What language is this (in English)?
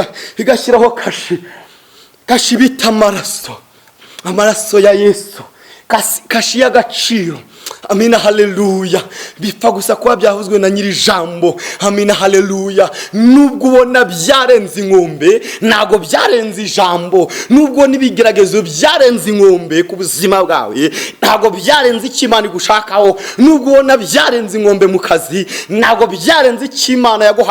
Kinyarwanda